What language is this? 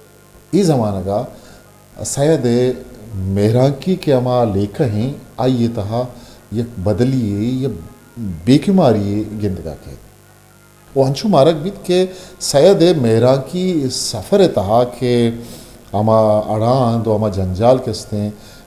Eastern Balochi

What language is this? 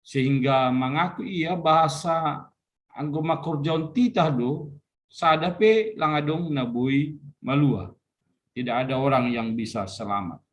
Batak Simalungun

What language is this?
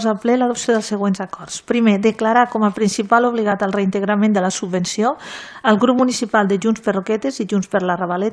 Catalan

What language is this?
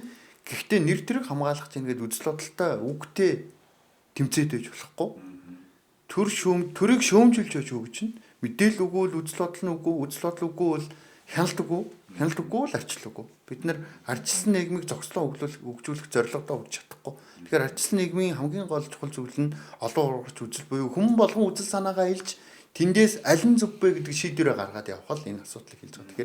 Mongolian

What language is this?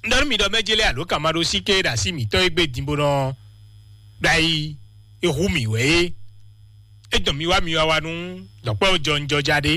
Fon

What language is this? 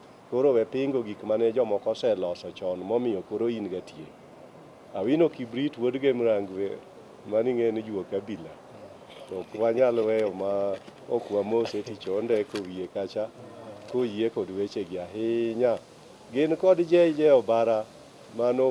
Luo (Kenya and Tanzania)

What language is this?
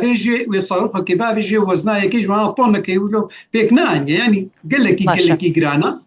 Kurdish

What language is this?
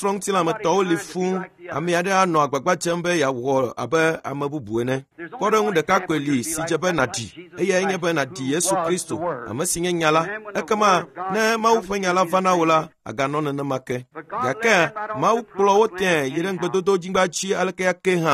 Ewe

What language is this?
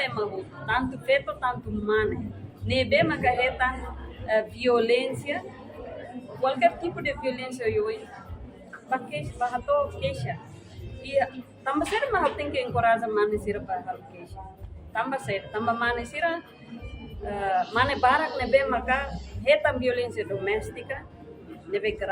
Tetum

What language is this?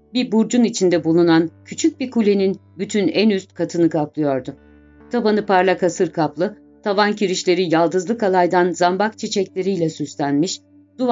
Turkish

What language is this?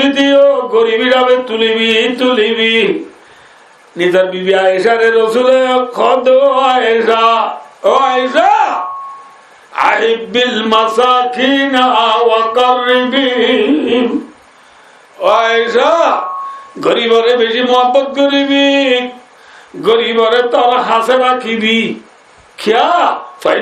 Rohingya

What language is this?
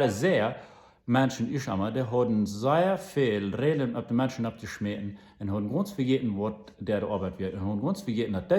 Plautdietsch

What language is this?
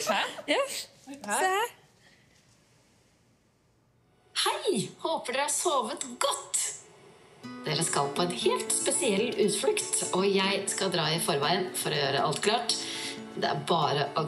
Norwegian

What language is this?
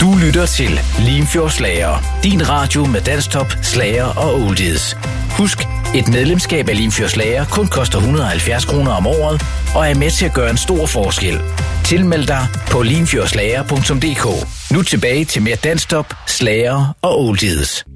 Danish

